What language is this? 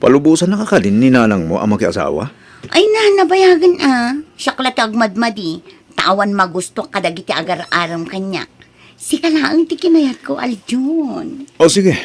Iloko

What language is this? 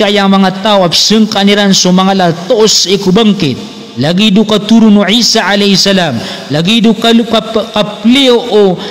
Maranao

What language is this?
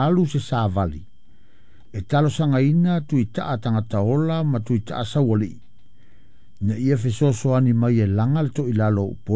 Samoan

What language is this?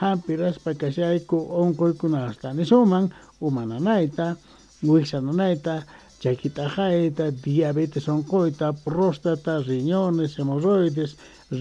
Quechua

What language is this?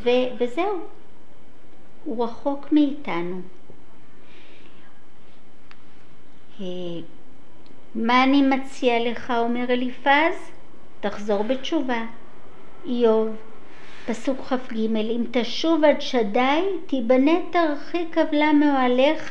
Hebrew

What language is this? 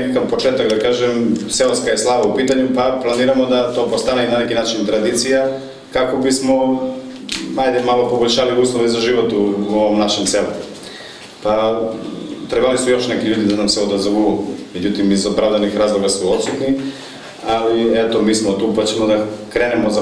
Macedonian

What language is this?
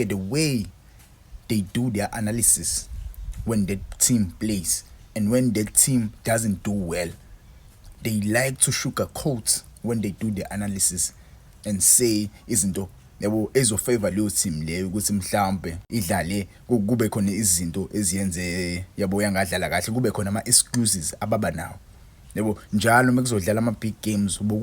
Zulu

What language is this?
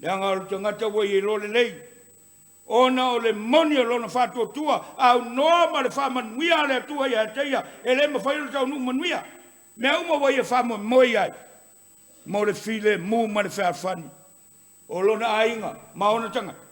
Samoan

